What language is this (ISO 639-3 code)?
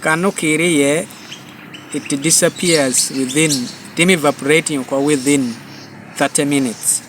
laj